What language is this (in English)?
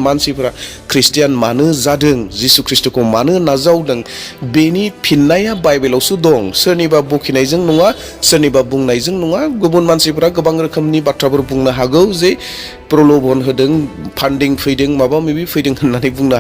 Bodo